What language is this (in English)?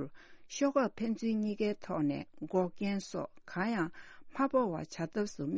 Tibetan